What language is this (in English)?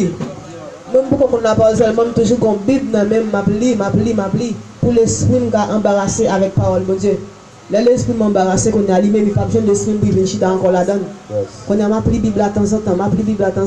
Haitian Creole